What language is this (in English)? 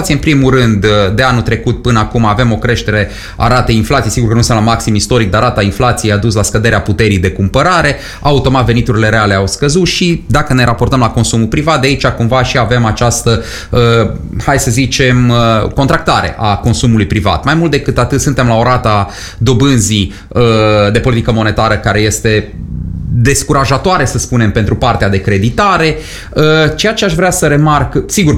Romanian